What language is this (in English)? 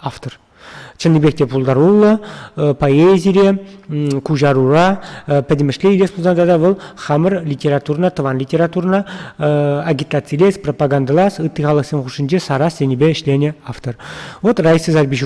Chuvash